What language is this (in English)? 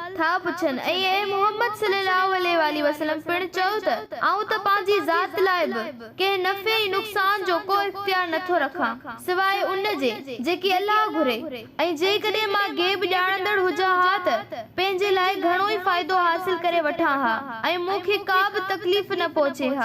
Sindhi